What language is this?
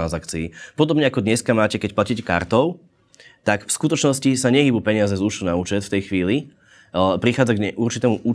Slovak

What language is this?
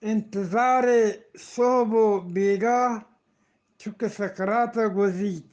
Eastern Balochi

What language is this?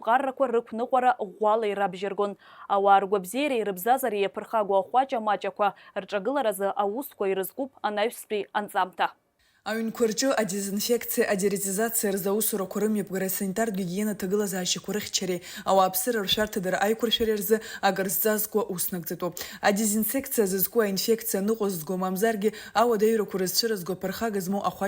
Abkhazian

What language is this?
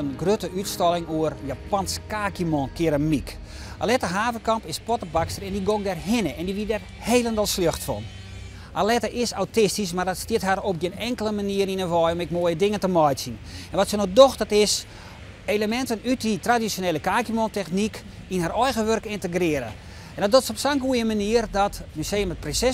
Western Frisian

